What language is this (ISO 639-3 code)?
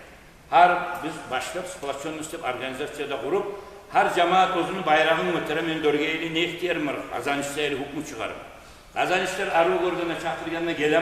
kum